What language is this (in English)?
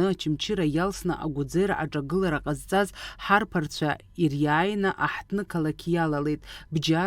Abkhazian